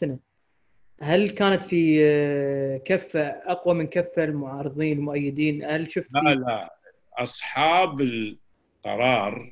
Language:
Gulf Arabic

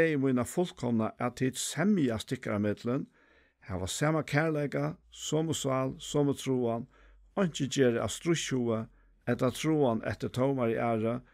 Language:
Faroese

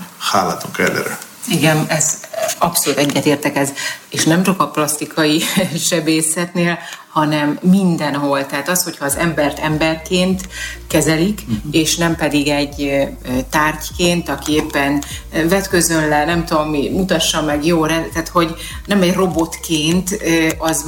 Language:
Hungarian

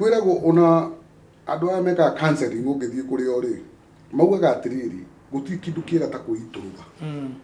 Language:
Kikuyu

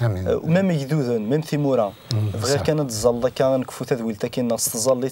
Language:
Kabyle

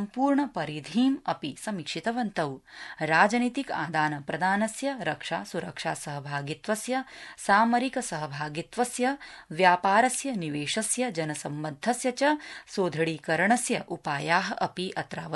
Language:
Sanskrit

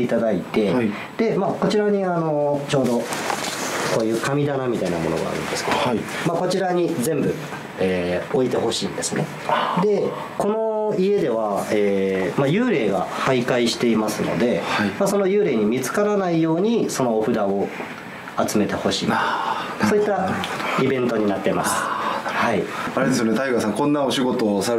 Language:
Japanese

